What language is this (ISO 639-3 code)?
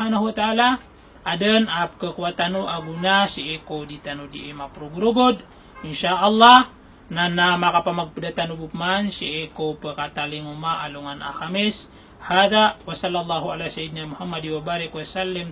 mrw